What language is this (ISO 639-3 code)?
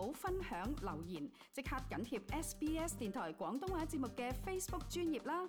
yue